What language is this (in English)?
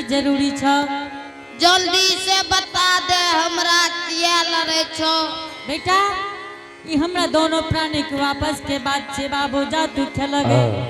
Angika